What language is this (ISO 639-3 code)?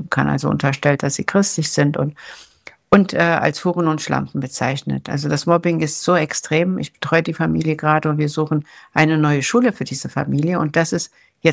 deu